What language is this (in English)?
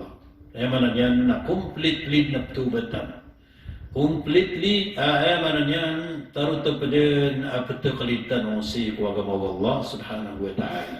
Maranao